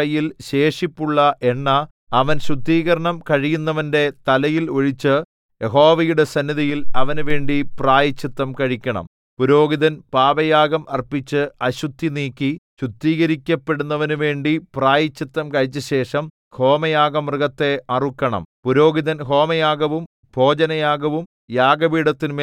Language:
Malayalam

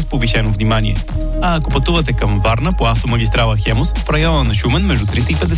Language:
Bulgarian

